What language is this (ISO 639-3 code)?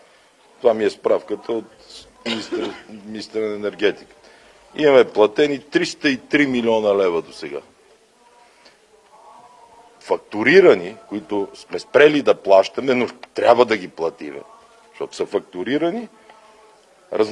bul